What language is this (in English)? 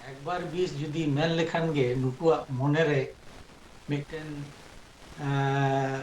Santali